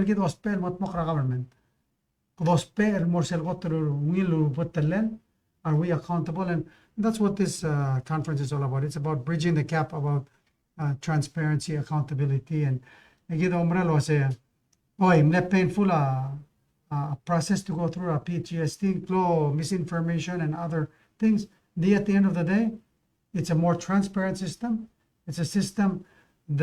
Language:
Palauan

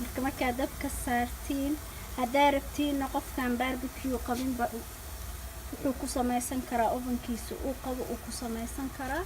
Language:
Somali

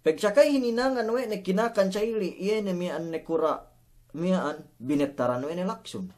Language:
Yakan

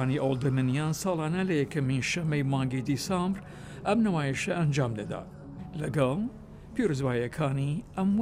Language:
Central Kurdish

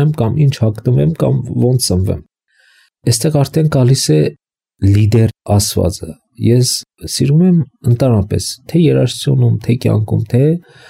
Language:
Armenian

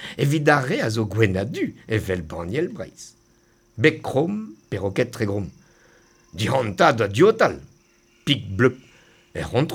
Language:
Breton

